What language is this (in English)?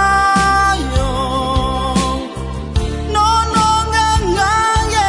Akha